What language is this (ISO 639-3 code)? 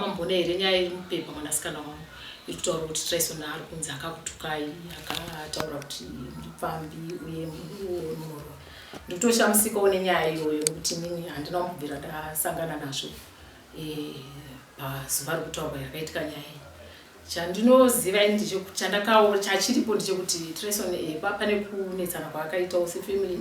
sna